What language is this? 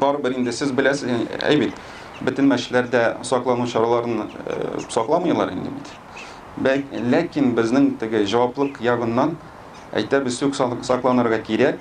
Tatar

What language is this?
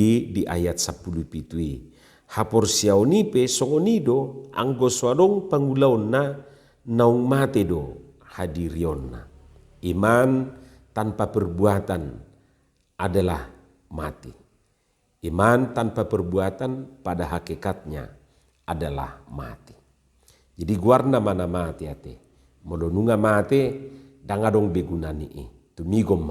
Batak Toba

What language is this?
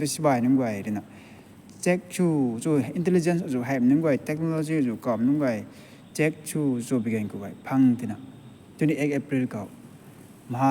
Rongmei Naga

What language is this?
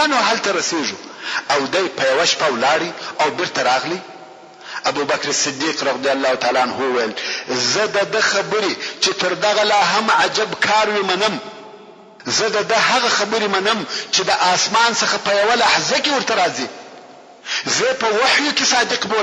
Pashto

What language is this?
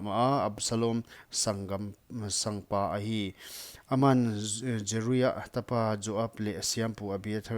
Paite Chin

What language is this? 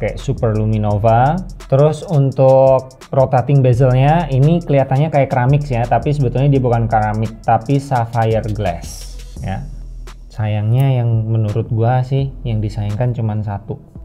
Indonesian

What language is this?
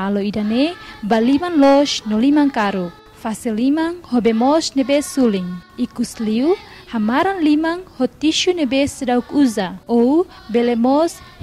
Tetum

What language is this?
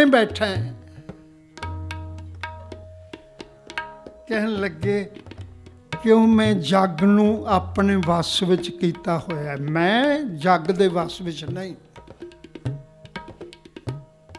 Punjabi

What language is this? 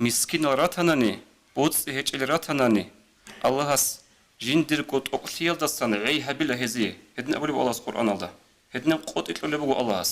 Avaric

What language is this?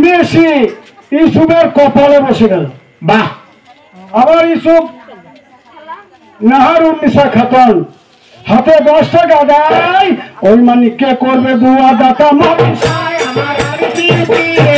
Bangla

